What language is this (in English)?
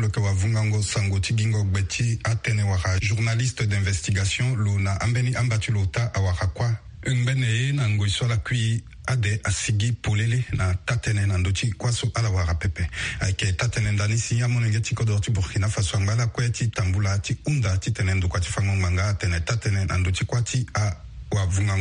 Sango